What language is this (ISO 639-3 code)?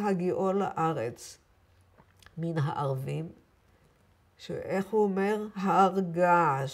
heb